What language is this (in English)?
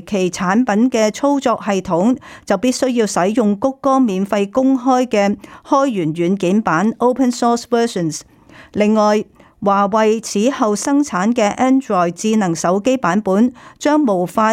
Cantonese